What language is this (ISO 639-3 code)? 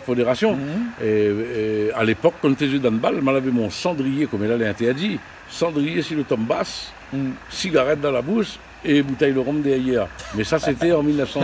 rcf